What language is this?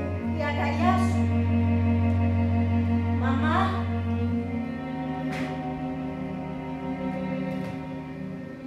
Greek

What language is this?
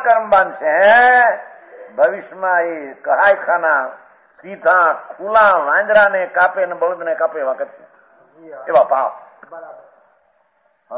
Gujarati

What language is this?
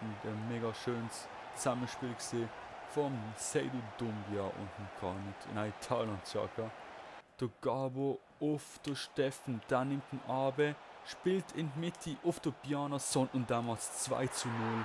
Swiss German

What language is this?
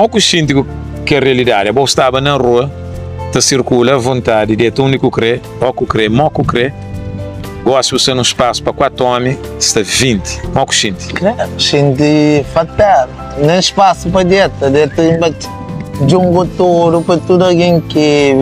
Kabuverdianu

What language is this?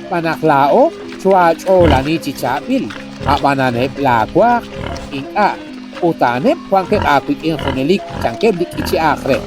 Kekchí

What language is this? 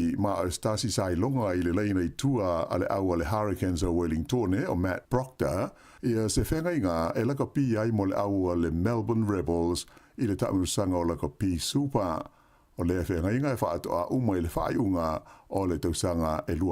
Samoan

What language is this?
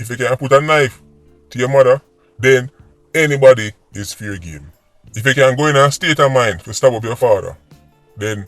Jamaican Creole English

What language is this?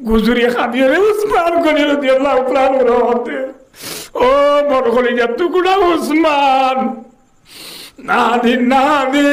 Rohingya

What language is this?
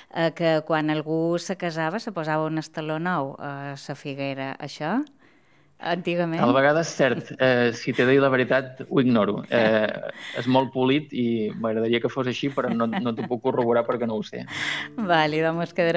Catalan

